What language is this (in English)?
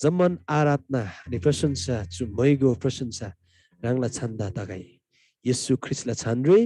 Eastern Tamang